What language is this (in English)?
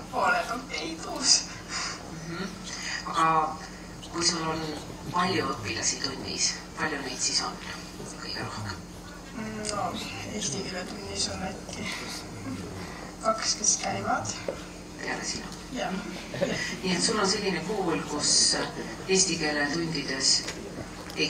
Estonian